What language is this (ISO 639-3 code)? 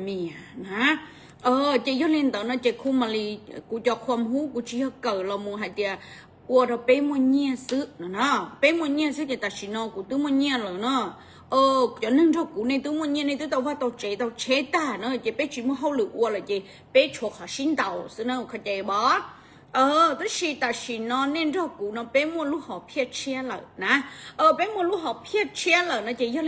hmn